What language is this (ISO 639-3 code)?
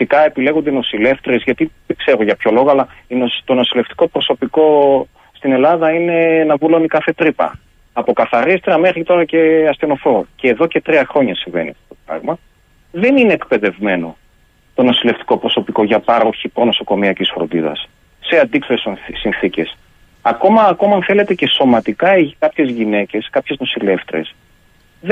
ell